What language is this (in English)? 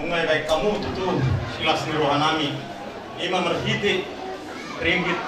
Batak Toba